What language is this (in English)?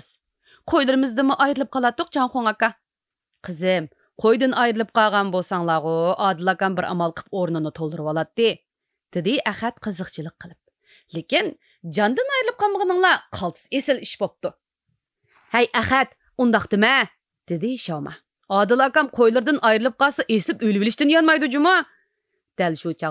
Uyghur